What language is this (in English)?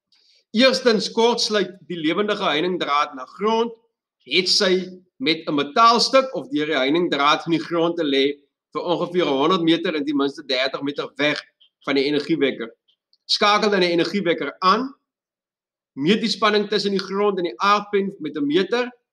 Afrikaans